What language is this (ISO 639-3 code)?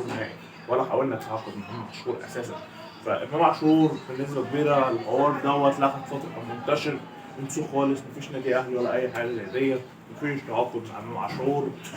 arz